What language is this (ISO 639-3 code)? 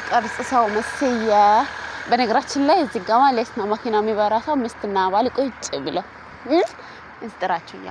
amh